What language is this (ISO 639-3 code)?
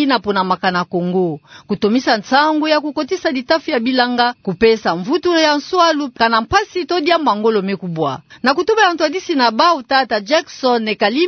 ktu